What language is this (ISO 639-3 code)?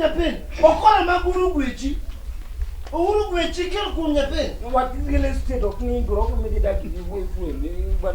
luo